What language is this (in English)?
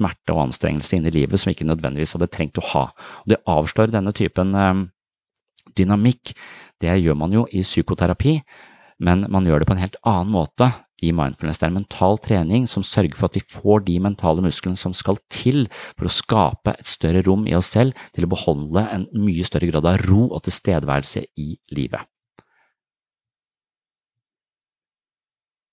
Norwegian